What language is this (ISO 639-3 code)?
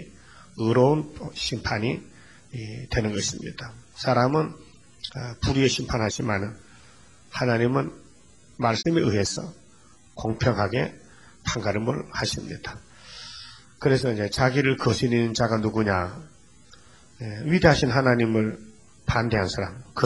kor